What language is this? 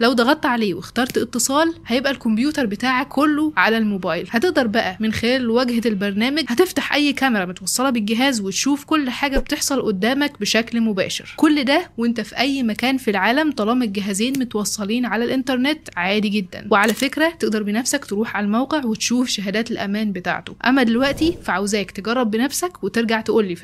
Egyptian Arabic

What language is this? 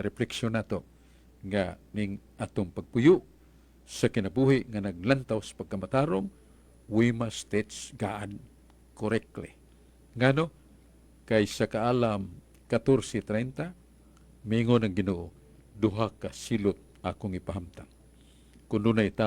Cebuano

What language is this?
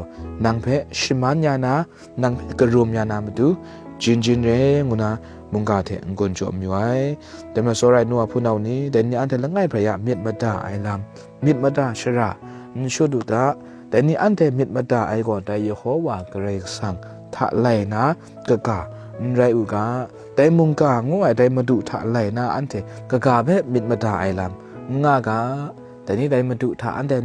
Kachin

